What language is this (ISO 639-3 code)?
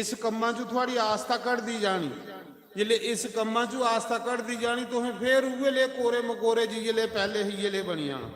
doi